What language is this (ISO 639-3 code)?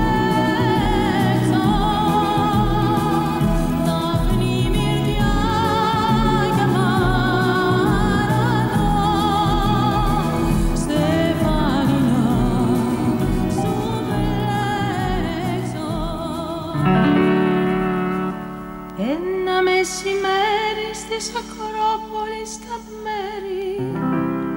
ell